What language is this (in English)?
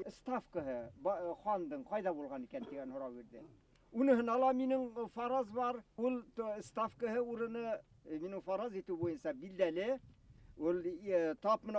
Bashkir